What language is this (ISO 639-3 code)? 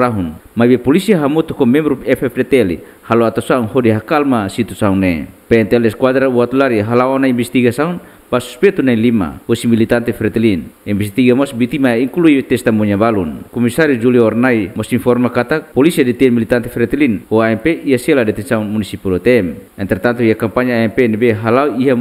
tet